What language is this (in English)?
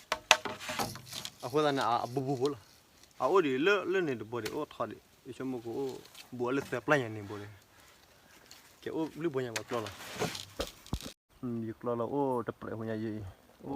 S'gaw Karen